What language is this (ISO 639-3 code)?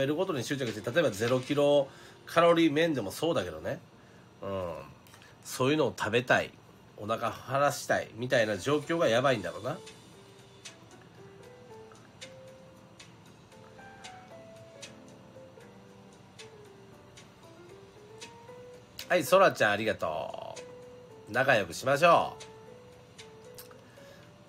jpn